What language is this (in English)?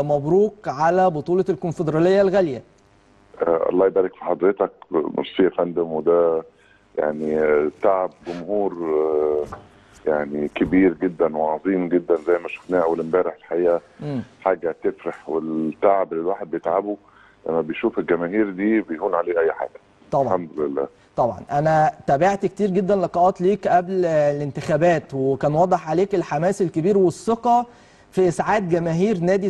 Egyptian Arabic